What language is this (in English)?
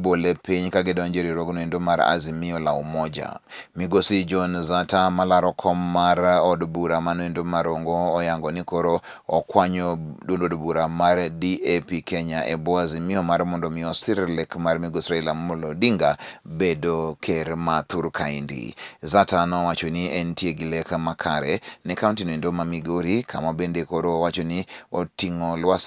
Luo (Kenya and Tanzania)